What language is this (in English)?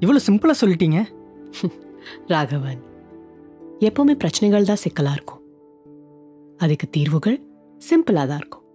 Tamil